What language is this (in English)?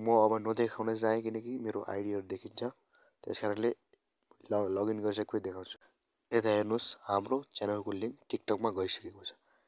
Nepali